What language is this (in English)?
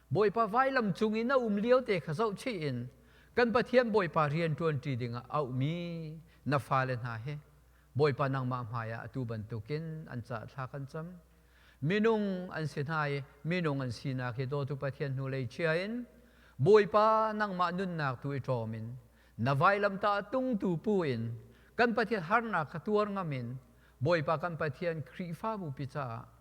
Hakha Chin